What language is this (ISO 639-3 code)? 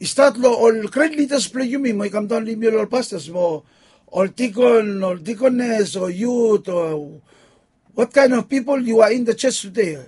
bis